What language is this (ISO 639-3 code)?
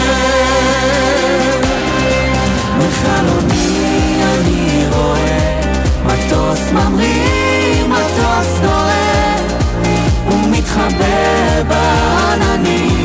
heb